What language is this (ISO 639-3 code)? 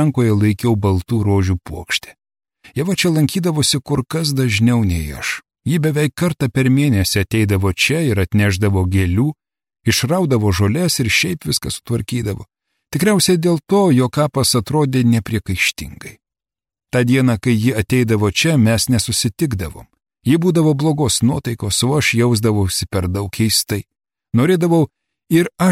lit